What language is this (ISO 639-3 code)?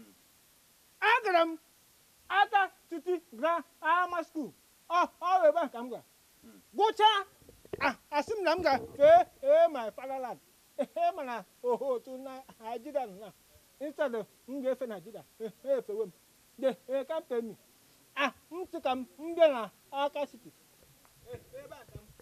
ibo